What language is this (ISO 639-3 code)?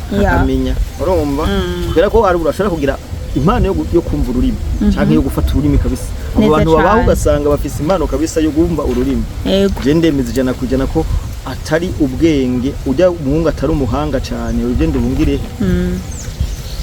run